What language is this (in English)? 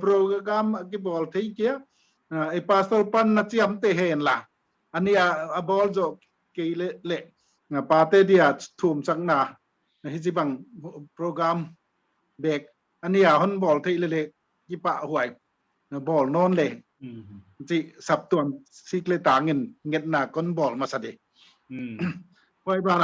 Paite Chin